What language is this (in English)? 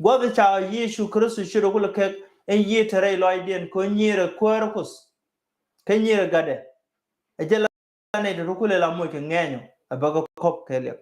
Nuer